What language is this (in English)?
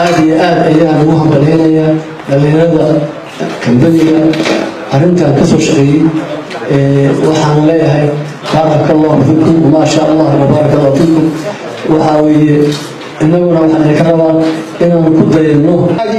Somali